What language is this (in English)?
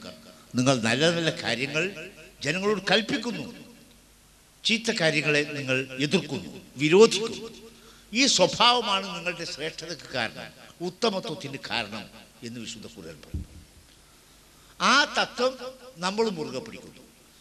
Malayalam